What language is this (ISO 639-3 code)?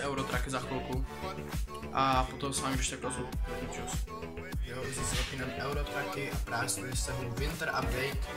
ces